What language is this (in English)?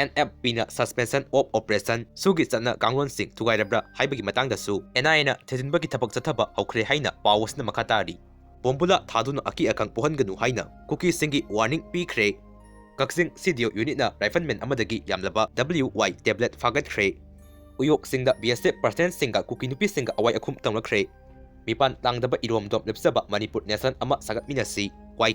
Manipuri